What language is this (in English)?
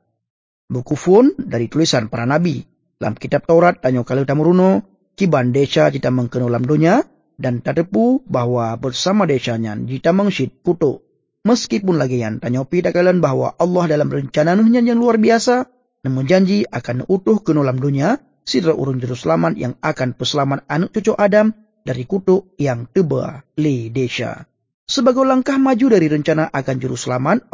Achinese